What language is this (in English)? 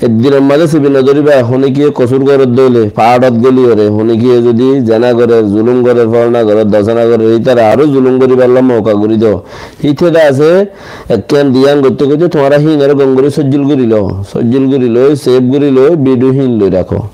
Rohingya